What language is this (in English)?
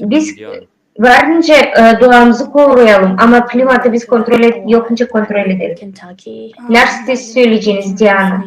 Gagauz